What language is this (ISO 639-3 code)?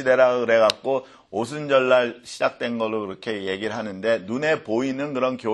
kor